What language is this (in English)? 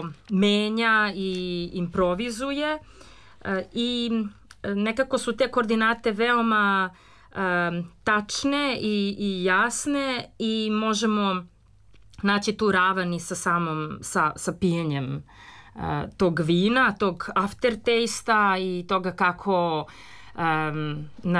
Serbian